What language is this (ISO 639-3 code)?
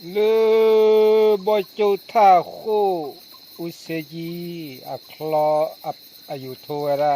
ksw